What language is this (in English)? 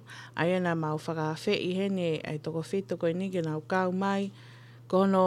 Tongan